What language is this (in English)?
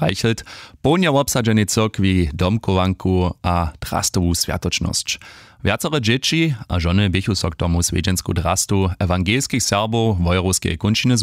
Upper Sorbian